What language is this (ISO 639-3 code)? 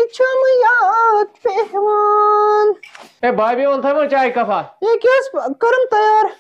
kas